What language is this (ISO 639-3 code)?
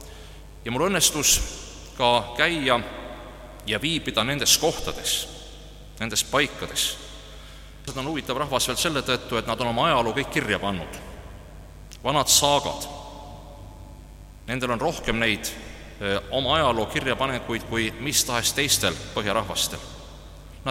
est